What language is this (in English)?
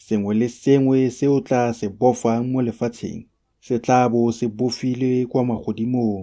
Tswana